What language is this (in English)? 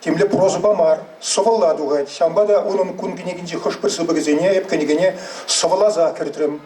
Chuvash